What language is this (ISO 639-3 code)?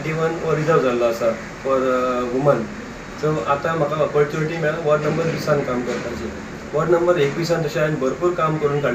kok